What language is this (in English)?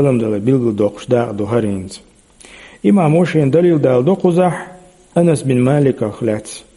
Chechen